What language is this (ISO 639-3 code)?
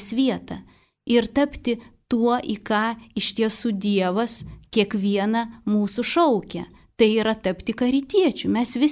lit